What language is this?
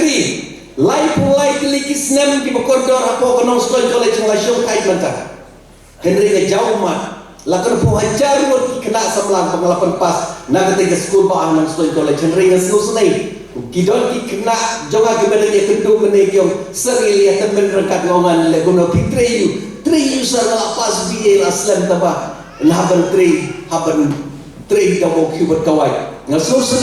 Khasi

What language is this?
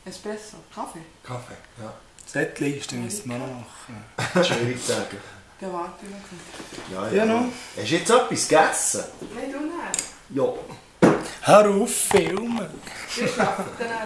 Swiss German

